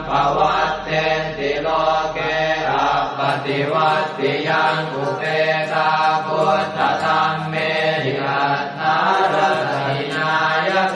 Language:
Pali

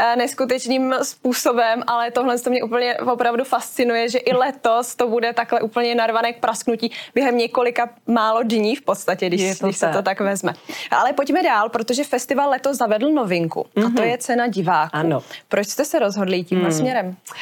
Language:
Czech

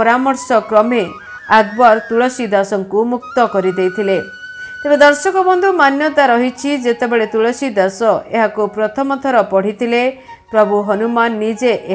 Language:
Odia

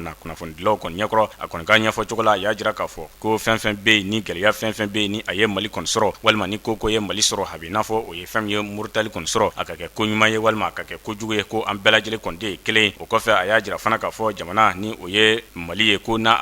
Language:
Bambara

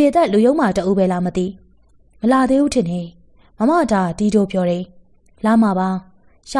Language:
Burmese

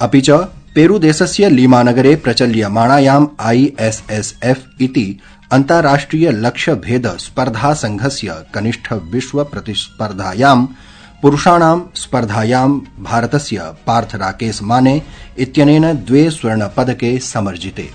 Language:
Sanskrit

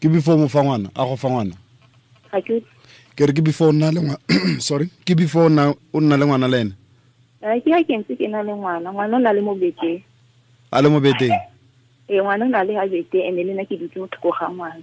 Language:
Tswana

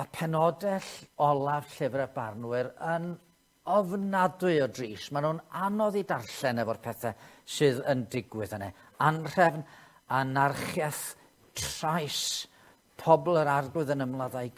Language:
Welsh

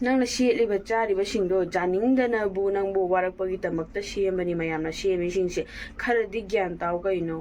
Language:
Manipuri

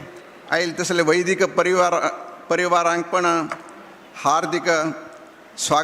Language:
Konkani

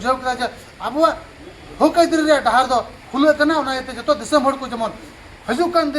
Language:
Santali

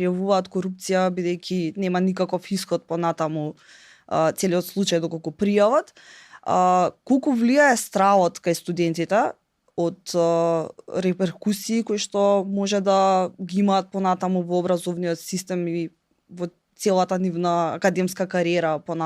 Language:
Macedonian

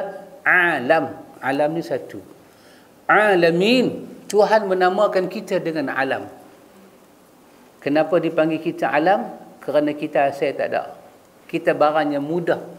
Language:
Malay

